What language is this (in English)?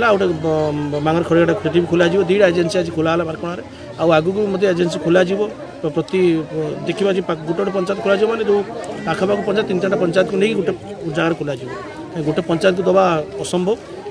Odia